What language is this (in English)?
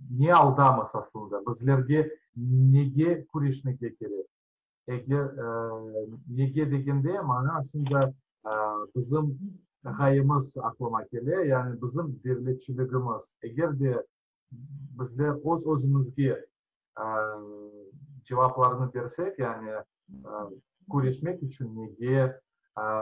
Crimean Tatar